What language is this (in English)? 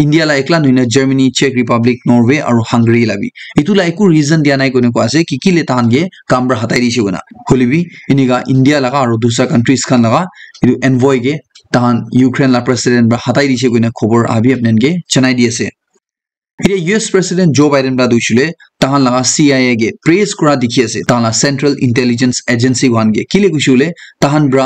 Naga Pidgin